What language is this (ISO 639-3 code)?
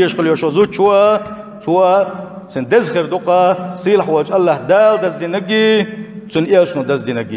che